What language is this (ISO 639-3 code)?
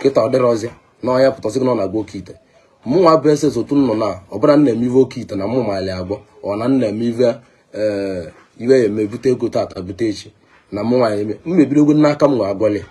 ibo